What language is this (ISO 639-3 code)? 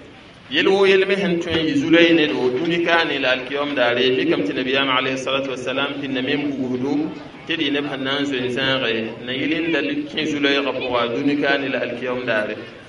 mos